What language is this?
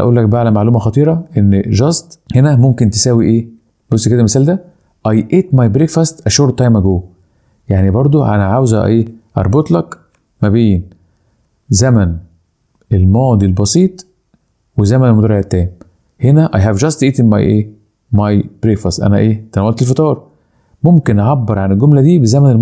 Egyptian Arabic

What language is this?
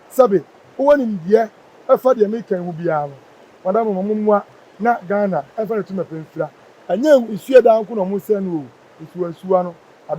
Akan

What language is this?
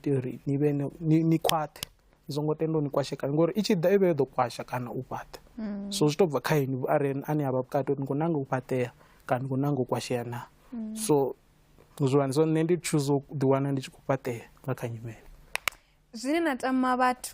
Venda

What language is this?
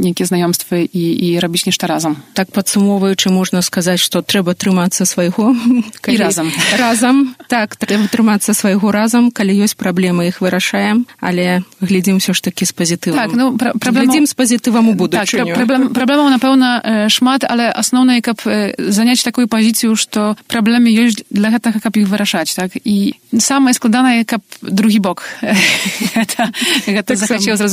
Belarusian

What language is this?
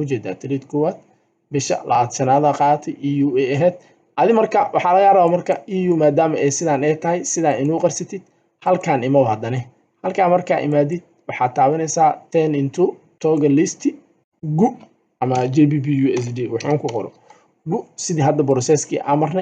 Somali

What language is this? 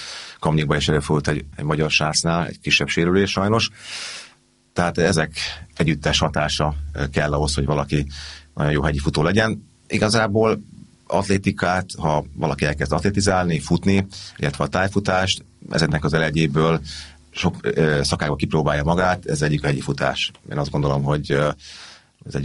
Hungarian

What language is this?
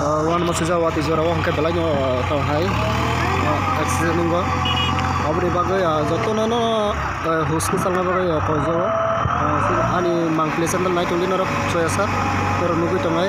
Kok Borok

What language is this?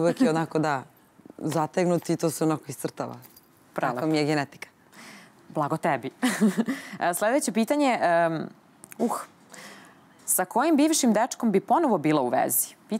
Serbian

